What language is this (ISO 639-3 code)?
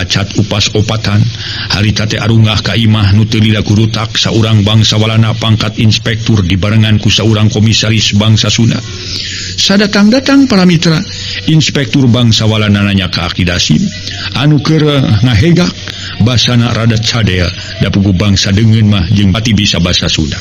sun